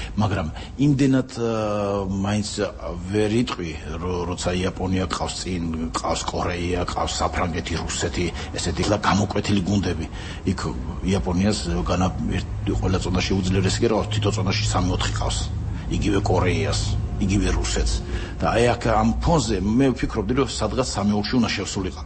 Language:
Georgian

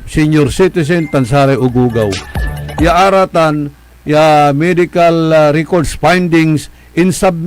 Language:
Pangasinan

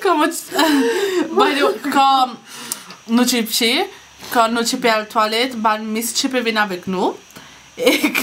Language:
Morisyen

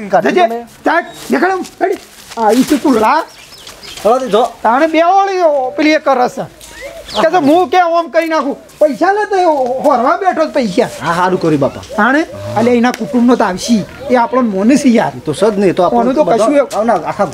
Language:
Gujarati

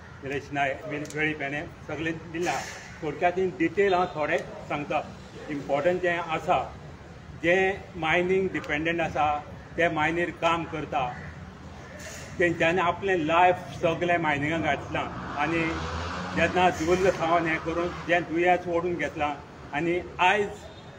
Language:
Konkani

